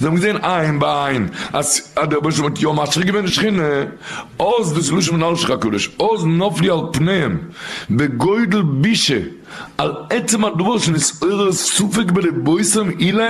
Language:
Yiddish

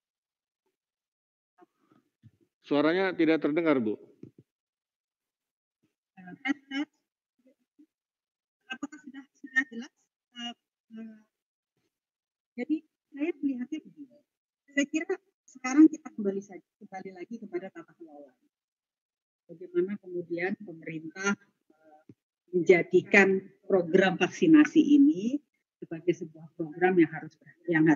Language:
Indonesian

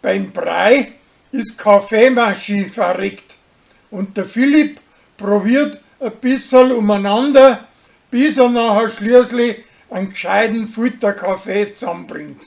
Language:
Bavarian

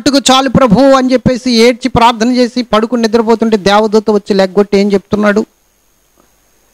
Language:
Telugu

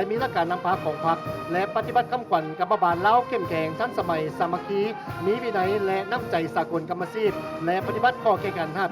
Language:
Lao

